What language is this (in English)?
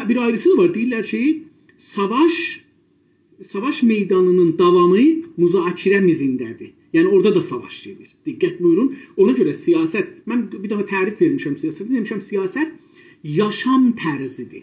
South Azerbaijani